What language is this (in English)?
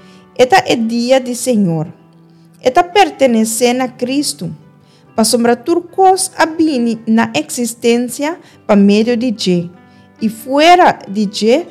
Papiamento